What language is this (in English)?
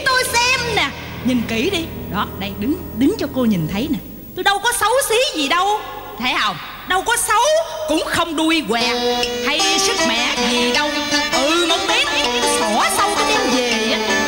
Vietnamese